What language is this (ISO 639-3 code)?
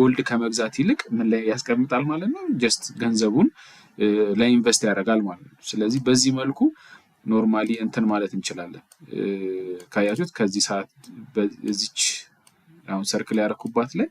amh